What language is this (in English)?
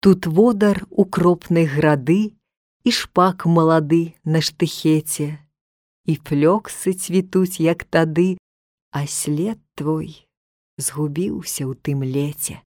Belarusian